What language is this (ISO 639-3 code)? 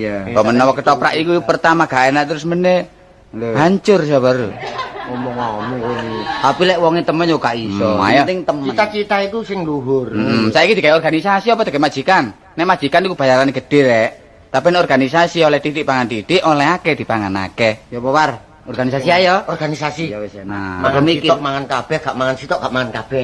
jav